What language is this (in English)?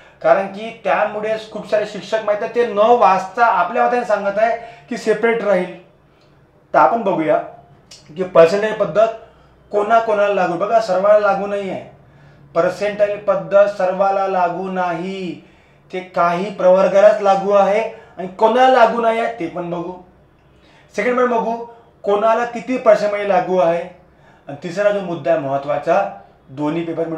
Marathi